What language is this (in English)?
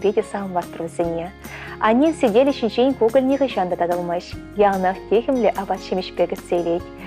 Chuvash